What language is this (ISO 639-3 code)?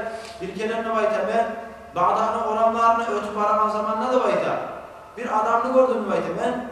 kum